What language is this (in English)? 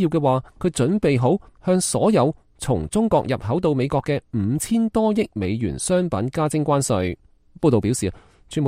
Cantonese